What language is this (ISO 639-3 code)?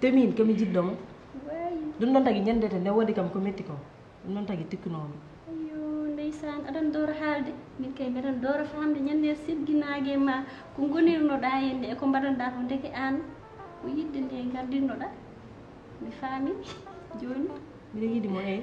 ful